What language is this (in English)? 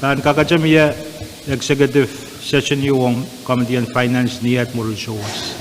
Pohnpeian